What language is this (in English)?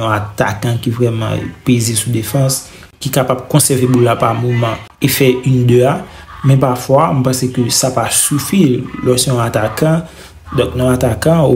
Haitian Creole